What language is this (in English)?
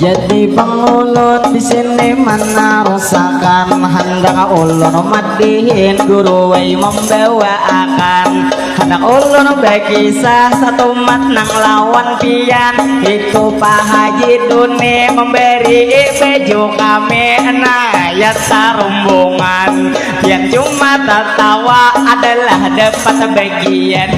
Banjar